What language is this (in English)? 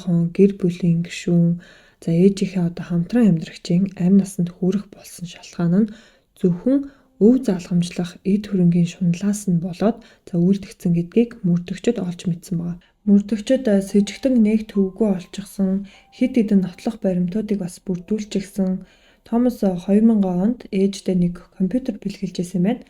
Mongolian